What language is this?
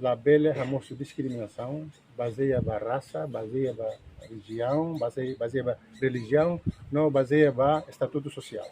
Tetum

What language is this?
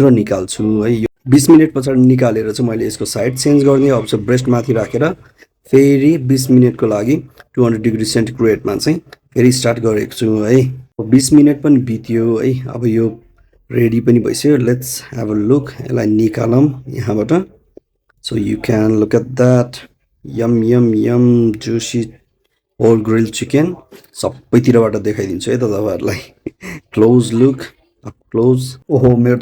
Nepali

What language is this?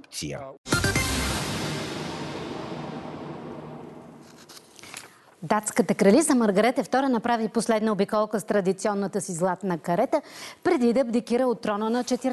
Bulgarian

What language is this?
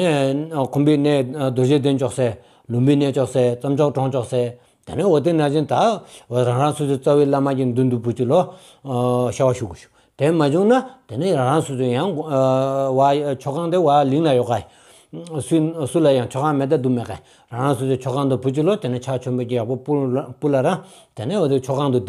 Stod Bhoti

